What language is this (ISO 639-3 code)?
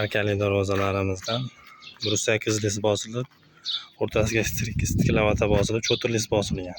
uzb